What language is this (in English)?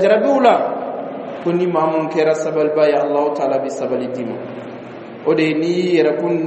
Bambara